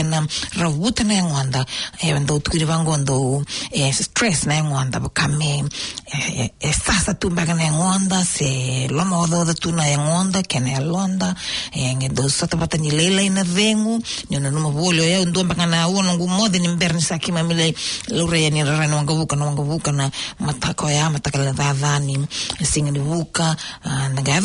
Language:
Fijian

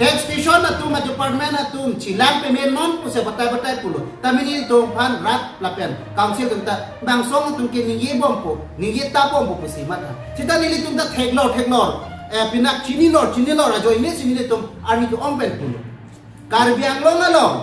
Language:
Karbi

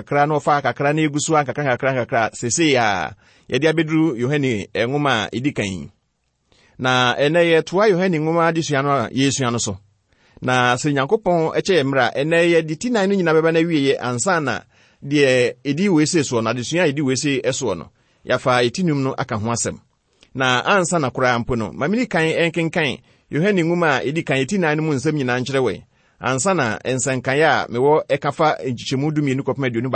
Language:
Akan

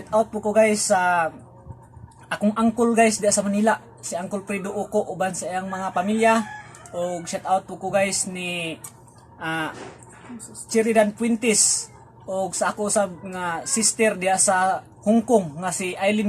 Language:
Cebuano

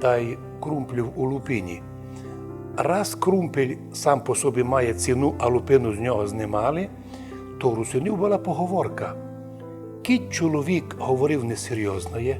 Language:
Rusyn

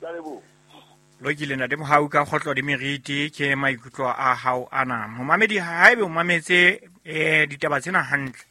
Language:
Southern Sotho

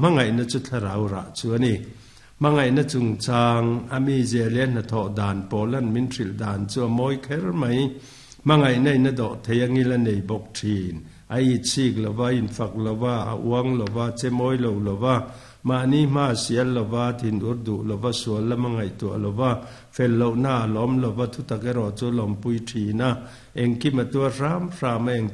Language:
Mizo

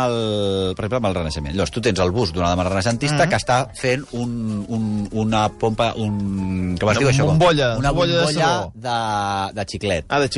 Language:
Catalan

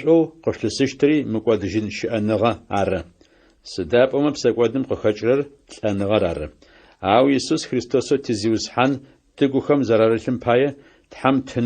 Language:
Adyghe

